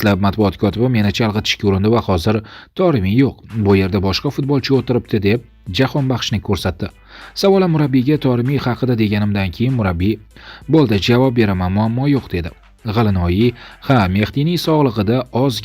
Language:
Uzbek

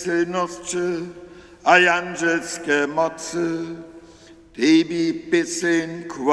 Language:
Upper Sorbian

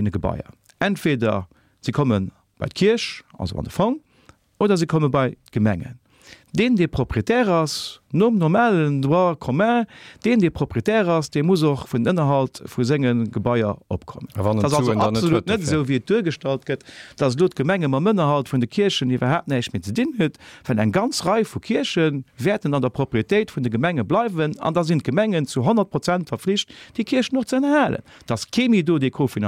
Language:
Luxembourgish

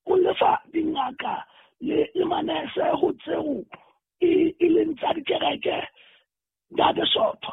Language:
Southern Sotho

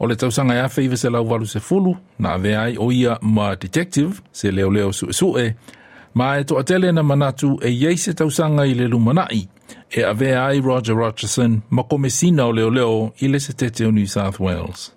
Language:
Samoan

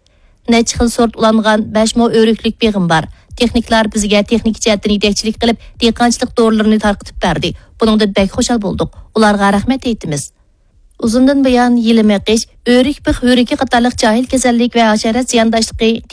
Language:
Uyghur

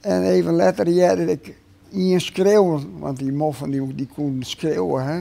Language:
Western Frisian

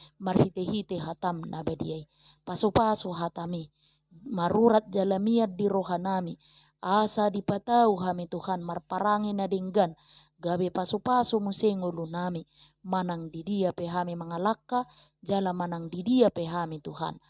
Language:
Batak Toba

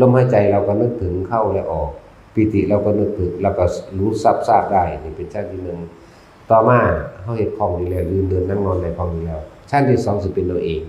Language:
Northeastern Thai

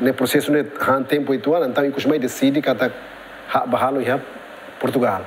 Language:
Tetum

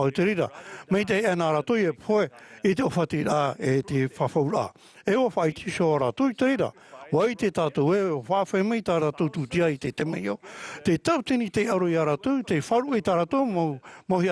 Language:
Tahitian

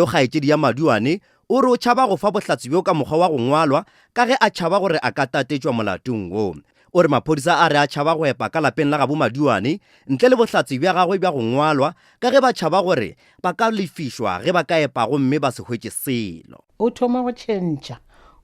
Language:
Northern Sotho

